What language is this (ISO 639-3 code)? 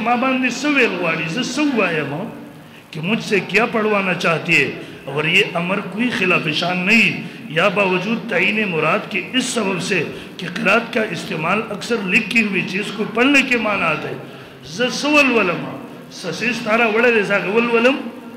pus